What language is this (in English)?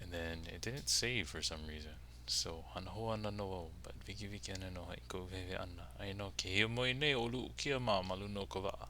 Hawaiian